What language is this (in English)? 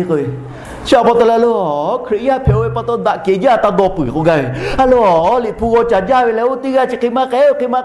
Lahu